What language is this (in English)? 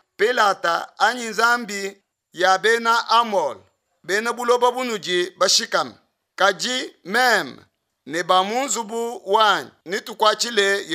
Luba-Lulua